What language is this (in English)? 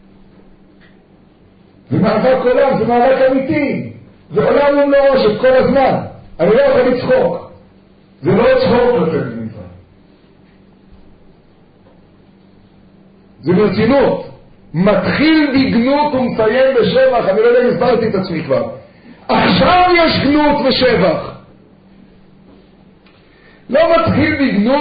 Hebrew